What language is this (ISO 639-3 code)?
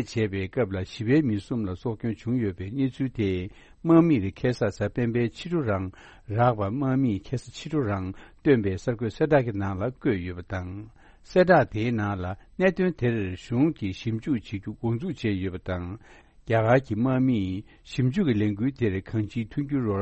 bod